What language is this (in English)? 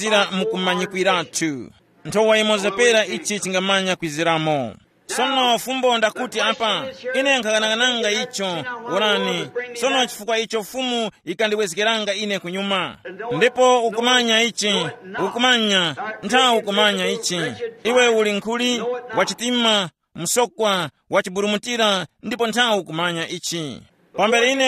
Tumbuka